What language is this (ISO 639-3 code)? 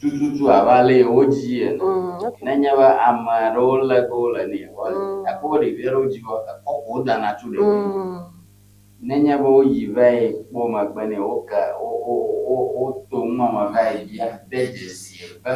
ewe